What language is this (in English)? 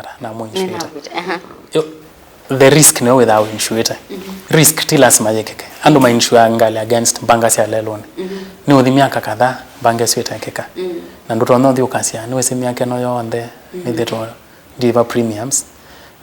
Kamba